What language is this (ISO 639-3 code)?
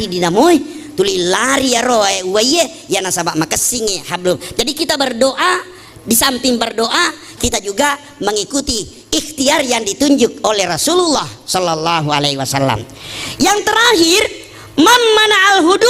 bug